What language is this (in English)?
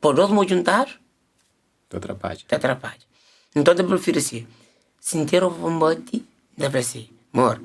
Kabuverdianu